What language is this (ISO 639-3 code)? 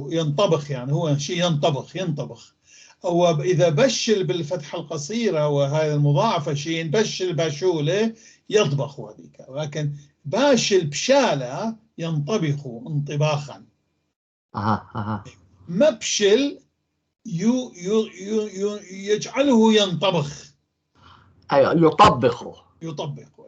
apc